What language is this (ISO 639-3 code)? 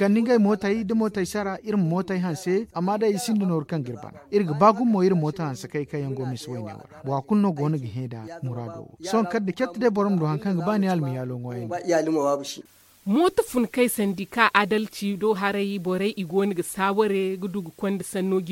dje